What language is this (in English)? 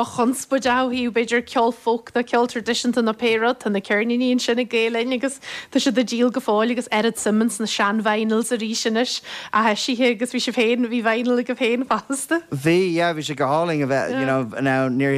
Irish